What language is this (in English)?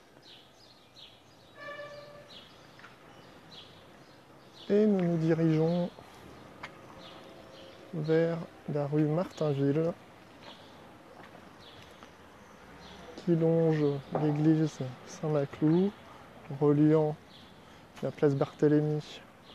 French